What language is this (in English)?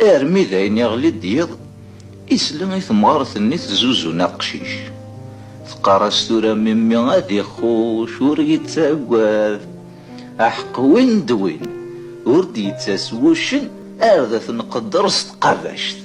Kabyle